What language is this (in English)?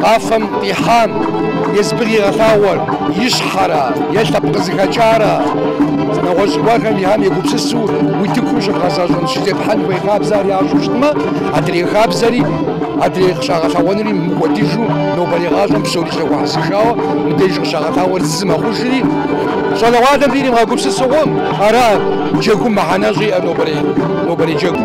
Kabardian